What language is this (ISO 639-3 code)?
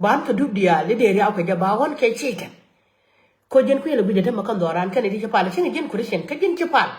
nus